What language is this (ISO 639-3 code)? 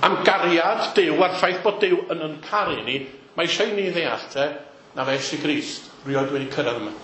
cym